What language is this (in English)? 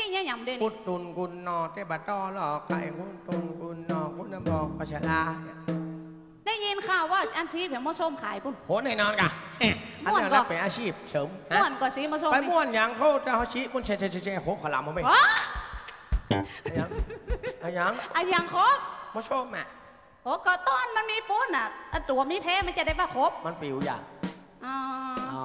Northern Thai